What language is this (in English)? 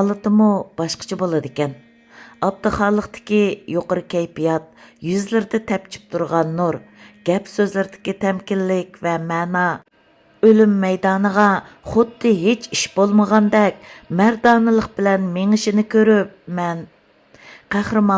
Uyghur